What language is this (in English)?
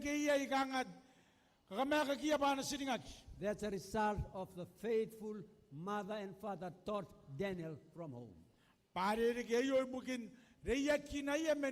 Gilbertese